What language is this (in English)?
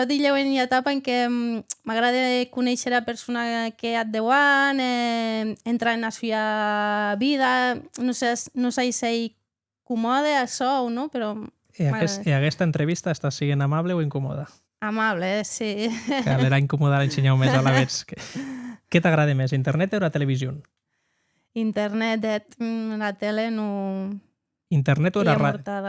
Occitan